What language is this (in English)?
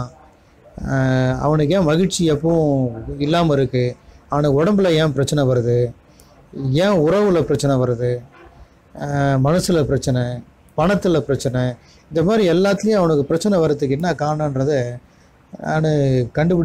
Tamil